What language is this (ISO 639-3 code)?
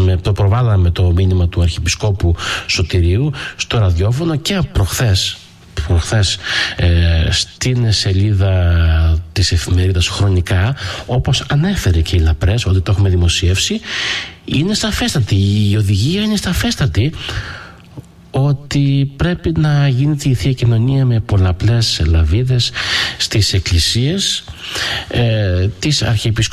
ell